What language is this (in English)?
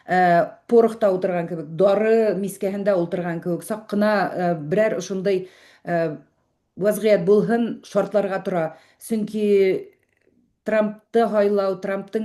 Bashkir